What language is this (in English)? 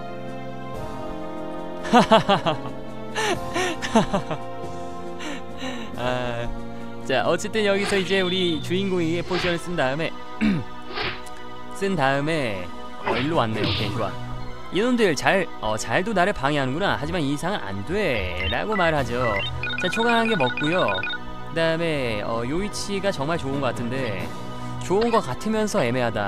Korean